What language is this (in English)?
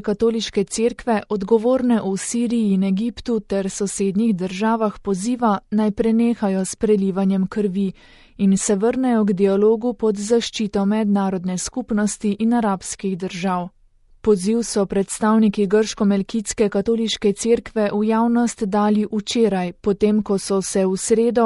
Slovenian